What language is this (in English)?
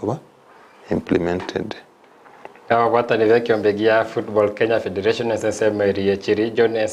Gusii